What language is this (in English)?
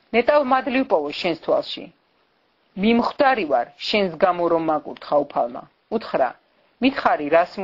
Georgian